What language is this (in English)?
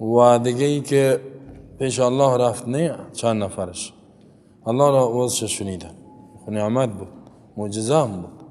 Persian